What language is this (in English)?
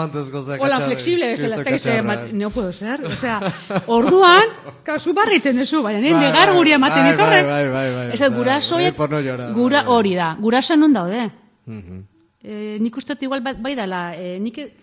Basque